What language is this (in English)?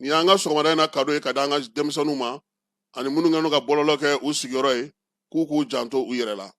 Bambara